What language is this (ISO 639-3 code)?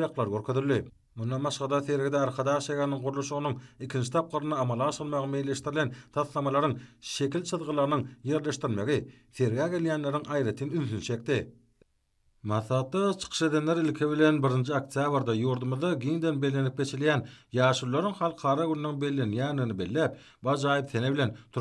tuk